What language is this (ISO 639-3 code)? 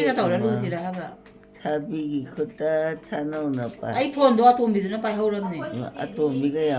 mni